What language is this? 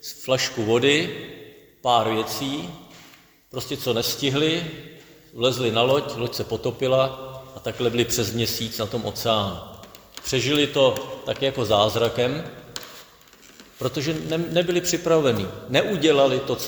Czech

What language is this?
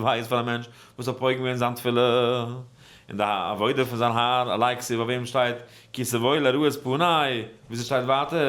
Yiddish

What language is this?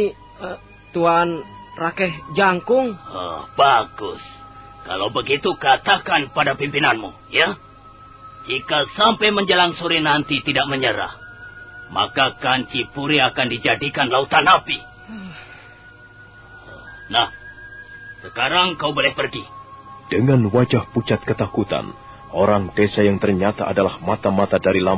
Indonesian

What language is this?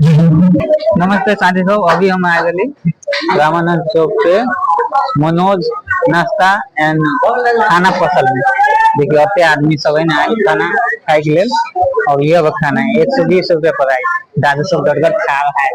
Maithili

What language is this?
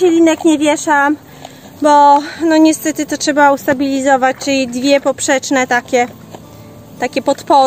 Polish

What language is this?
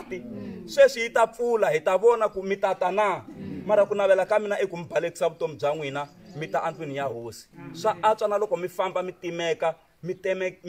Tsonga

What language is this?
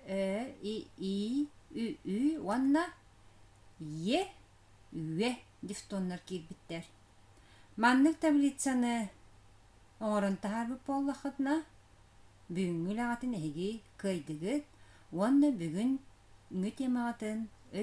Yakut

